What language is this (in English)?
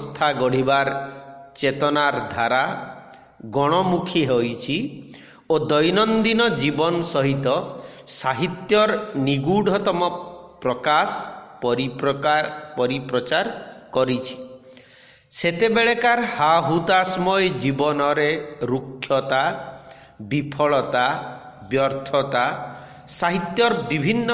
Odia